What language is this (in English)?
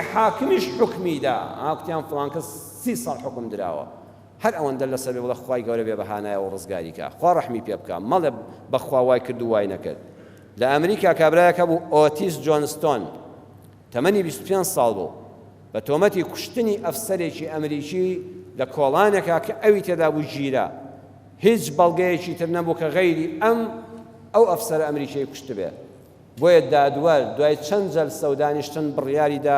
Central Kurdish